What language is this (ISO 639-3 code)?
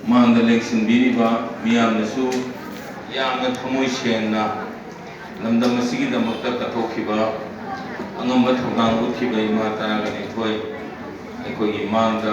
mni